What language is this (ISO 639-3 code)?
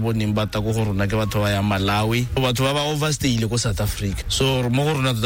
tsn